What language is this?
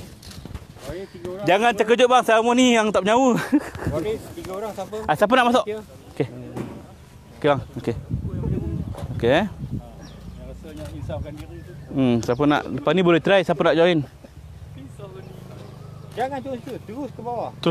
Malay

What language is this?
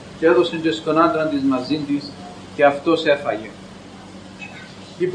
Greek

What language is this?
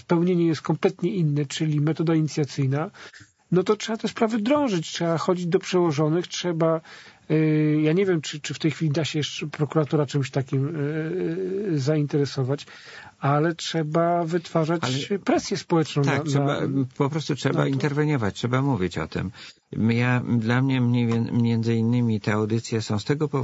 Polish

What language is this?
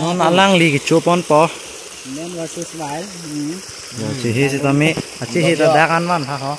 Karbi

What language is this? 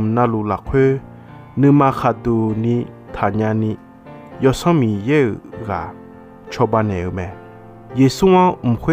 Akha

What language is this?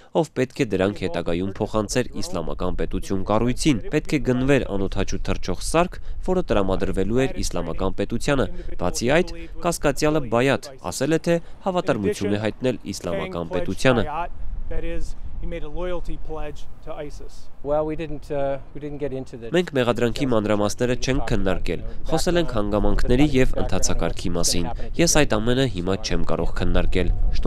Armenian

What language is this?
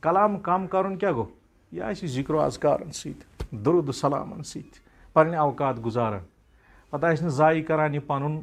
Kashmiri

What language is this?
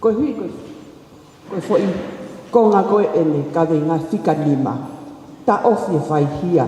Tongan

